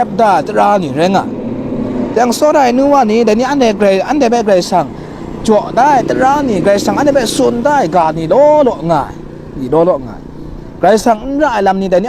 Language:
Kachin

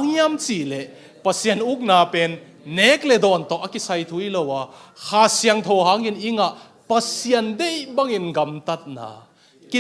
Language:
Tedim Chin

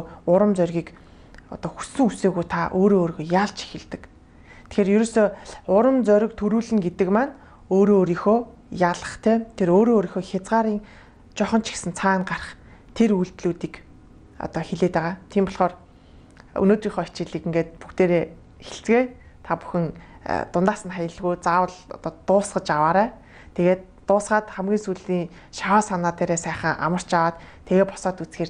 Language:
Mongolian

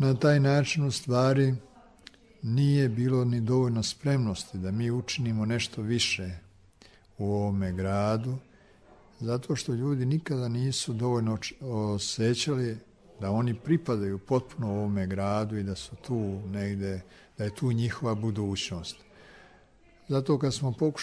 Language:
Serbian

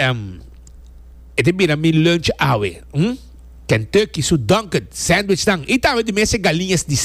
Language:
Papiamento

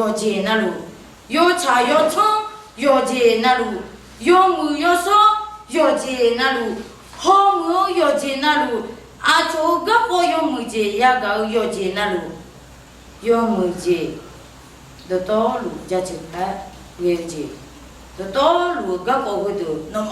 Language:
Akha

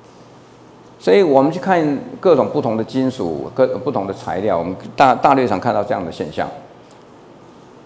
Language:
Chinese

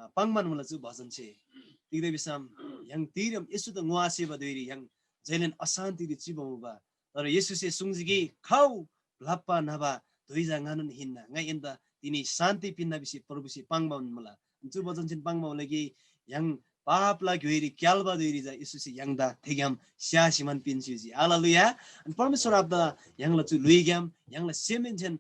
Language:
Eastern Tamang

